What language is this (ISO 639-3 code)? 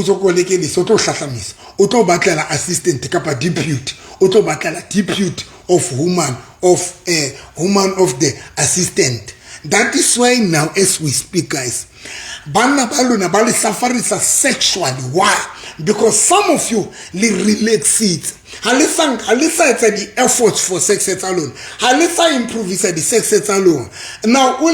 sot